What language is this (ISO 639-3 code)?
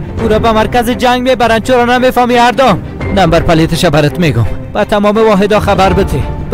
fas